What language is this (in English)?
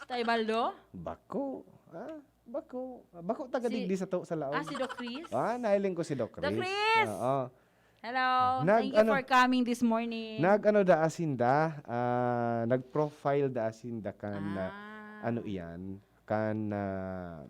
Bikol